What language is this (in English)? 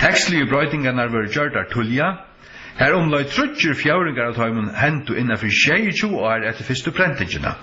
Faroese